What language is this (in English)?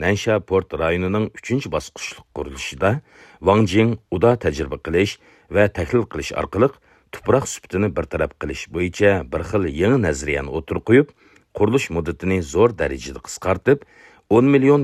Uyghur